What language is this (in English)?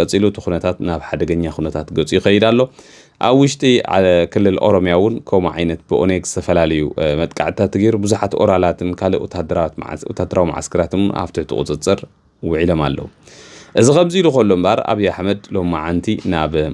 Tigrinya